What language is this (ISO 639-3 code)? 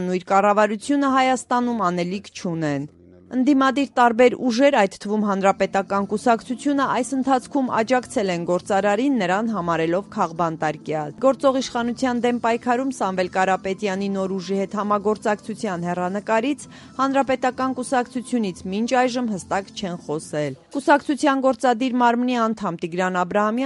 hye